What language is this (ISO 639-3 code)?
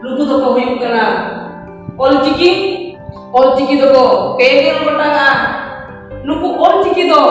sat